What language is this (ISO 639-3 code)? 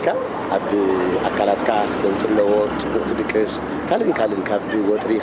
tir